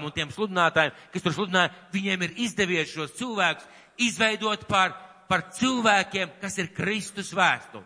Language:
Latvian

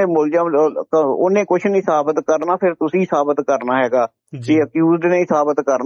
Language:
Punjabi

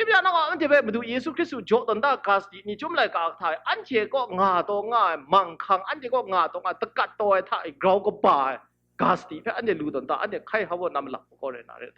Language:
Kachin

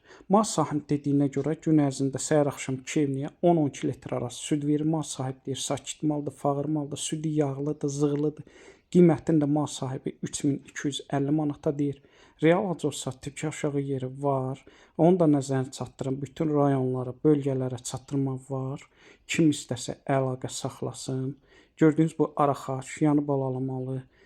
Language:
Azerbaijani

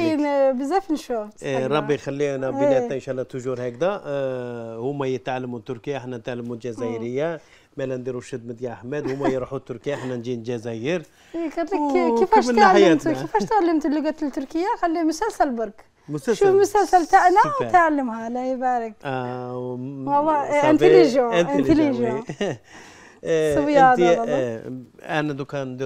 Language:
Algerian Arabic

